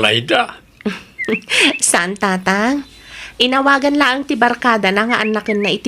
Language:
Iloko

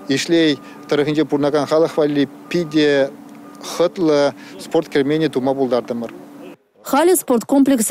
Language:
Chuvash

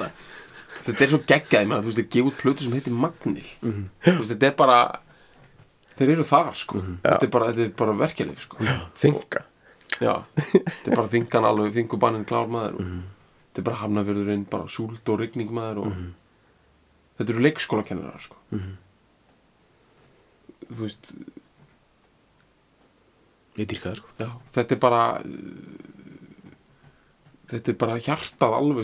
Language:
Icelandic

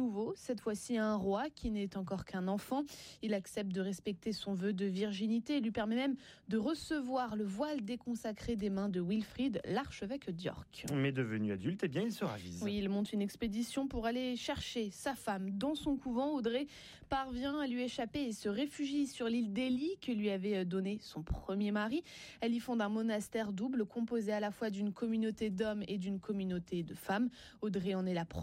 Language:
French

